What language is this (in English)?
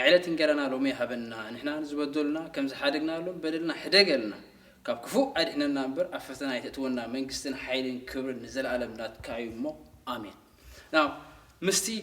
Tigrinya